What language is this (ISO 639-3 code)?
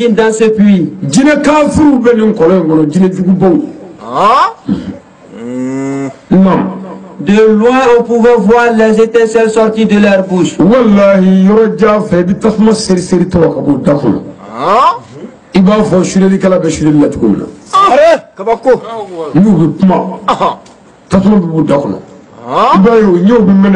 bam